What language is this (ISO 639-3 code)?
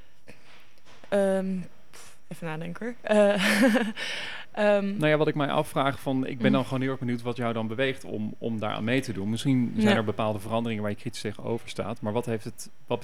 nld